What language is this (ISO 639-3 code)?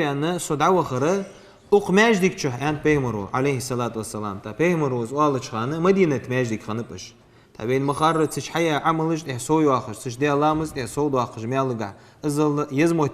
inh